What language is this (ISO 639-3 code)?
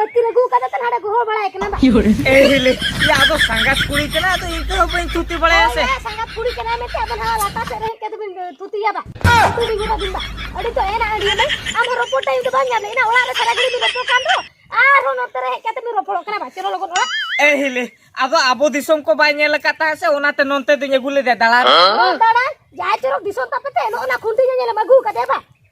sat